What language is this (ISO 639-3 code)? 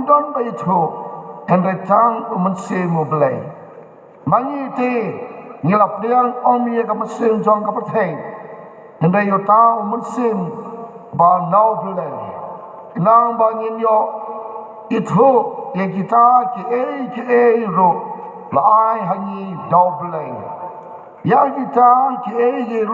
kha